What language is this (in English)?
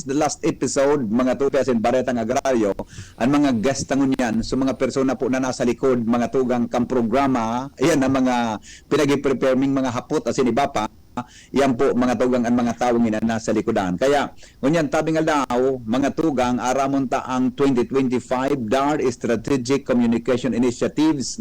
Bikol